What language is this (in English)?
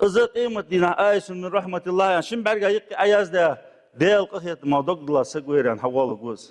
Ingush